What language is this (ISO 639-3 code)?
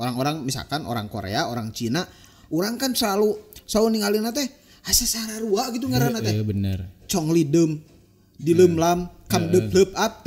sun